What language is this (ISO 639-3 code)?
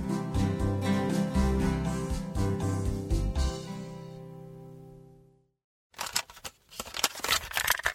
est